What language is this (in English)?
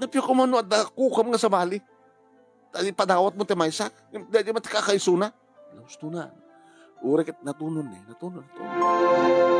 Iloko